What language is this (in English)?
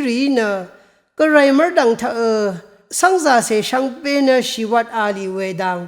Rawang